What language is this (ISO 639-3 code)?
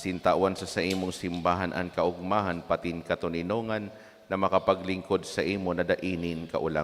bik